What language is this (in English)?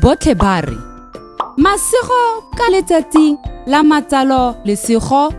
Tswana